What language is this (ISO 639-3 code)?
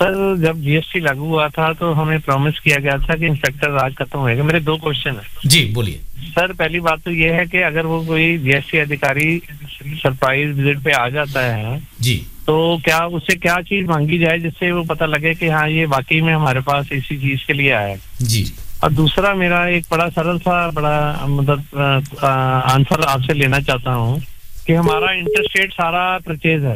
hin